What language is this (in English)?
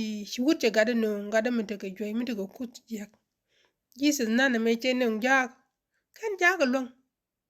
Nuer